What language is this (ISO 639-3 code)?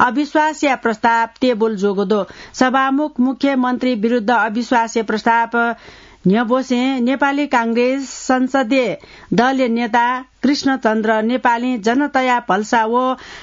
new